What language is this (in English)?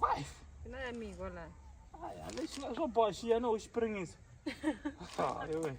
Tsonga